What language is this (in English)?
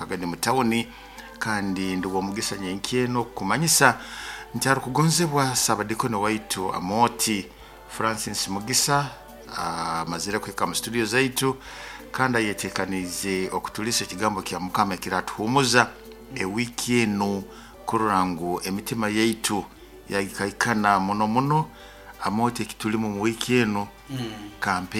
Nyoro